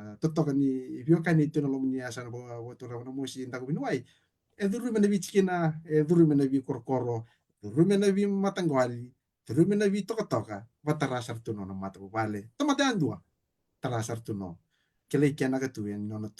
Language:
Fijian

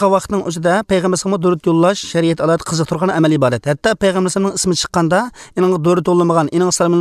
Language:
Uzbek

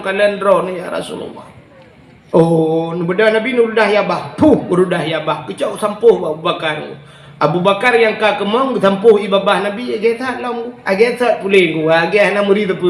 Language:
Achinese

